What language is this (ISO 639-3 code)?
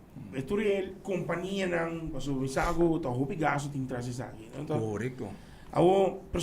pap